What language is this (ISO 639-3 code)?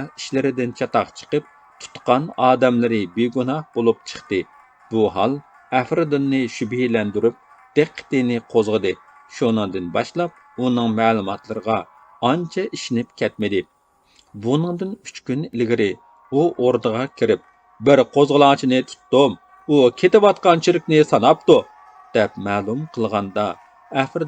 uig